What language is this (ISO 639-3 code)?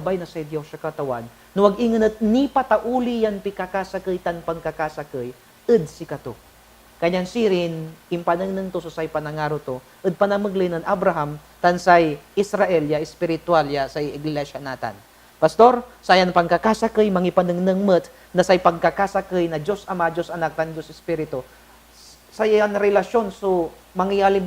pag